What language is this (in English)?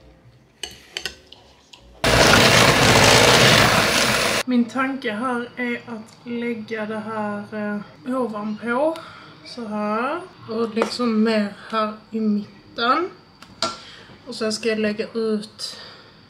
Swedish